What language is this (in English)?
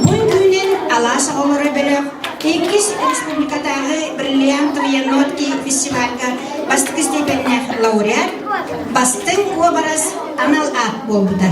Yakut